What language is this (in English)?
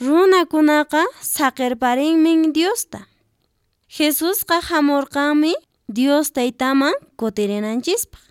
Quechua